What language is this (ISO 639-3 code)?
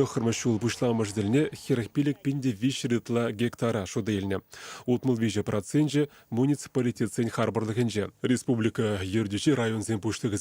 chv